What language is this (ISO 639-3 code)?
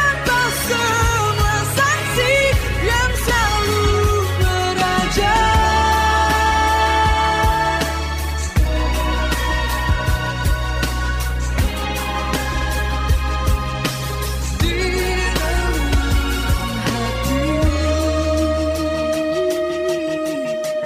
ind